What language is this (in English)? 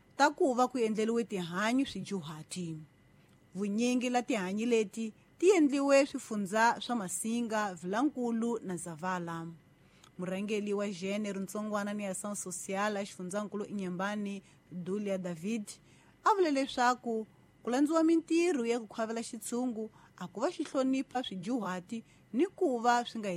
Tsonga